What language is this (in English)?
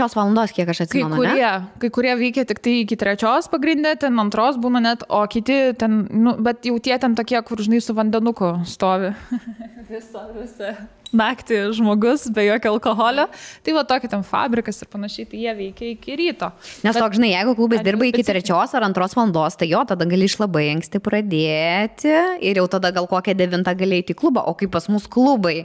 Lithuanian